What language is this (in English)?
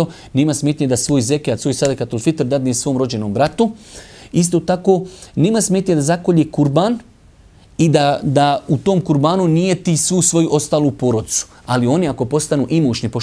Bosnian